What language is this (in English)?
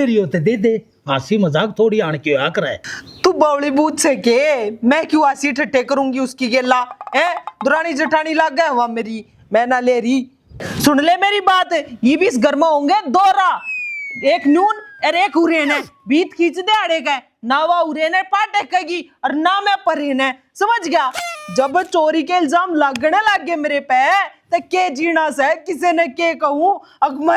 Haryanvi